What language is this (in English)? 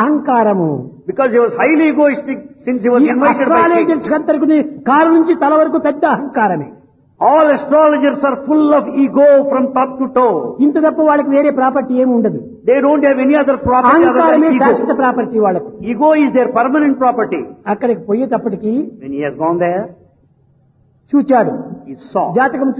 Telugu